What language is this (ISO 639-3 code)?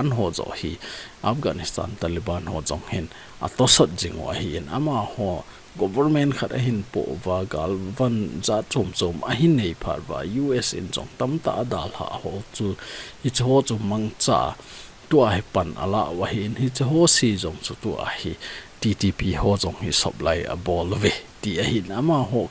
tcz